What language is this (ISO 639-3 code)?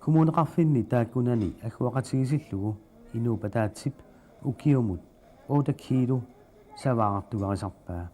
kal